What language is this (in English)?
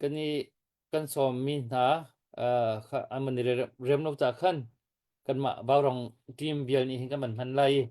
Hakha Chin